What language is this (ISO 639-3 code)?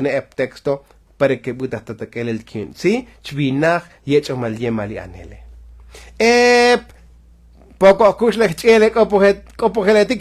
tzo